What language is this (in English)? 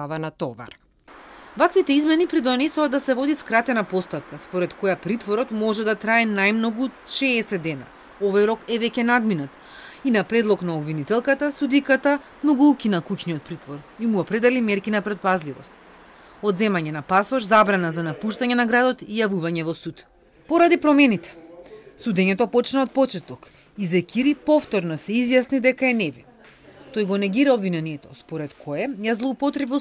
Macedonian